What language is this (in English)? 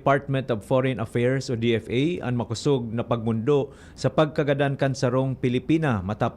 Bikol